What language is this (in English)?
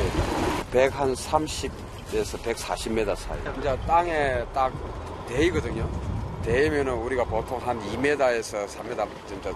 Korean